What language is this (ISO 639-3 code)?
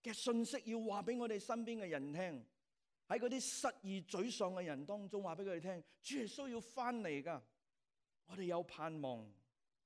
yue